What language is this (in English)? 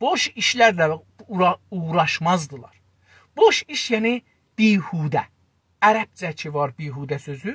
South Azerbaijani